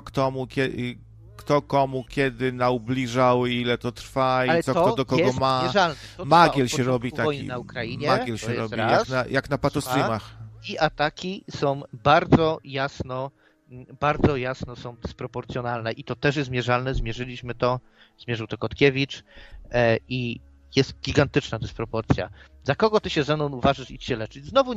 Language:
Polish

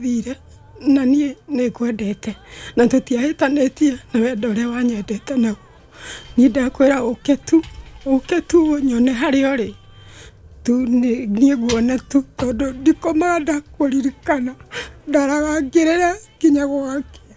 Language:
Kikuyu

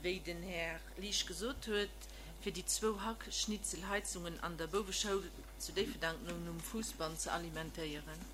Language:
Luxembourgish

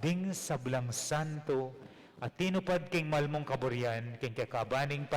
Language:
Pampanga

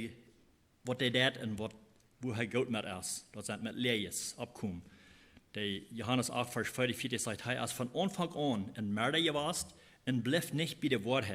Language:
Plautdietsch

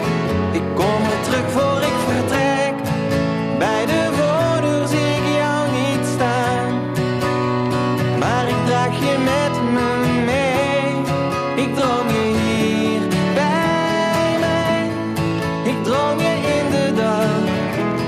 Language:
Dutch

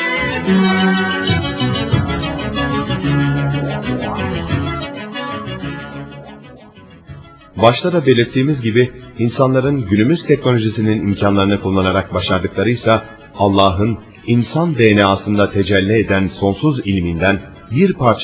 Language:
Turkish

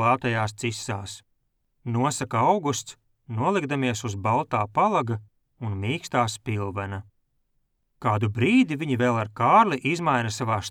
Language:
Latvian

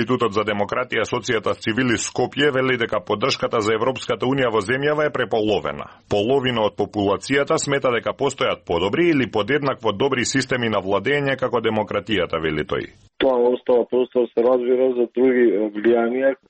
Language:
Macedonian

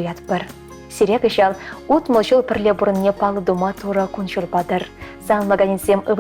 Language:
Chuvash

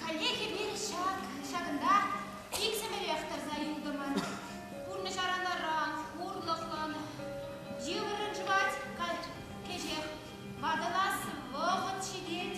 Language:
Chuvash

